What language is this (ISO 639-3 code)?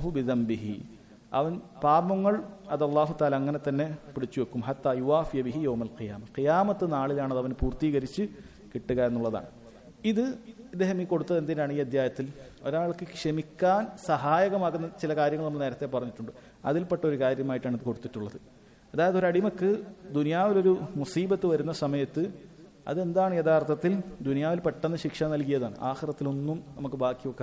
mal